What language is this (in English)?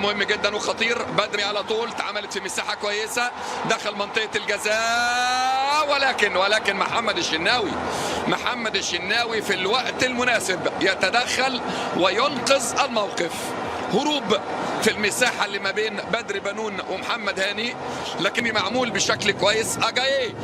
Egyptian Arabic